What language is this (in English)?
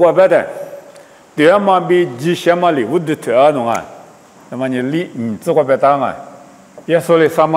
Lisu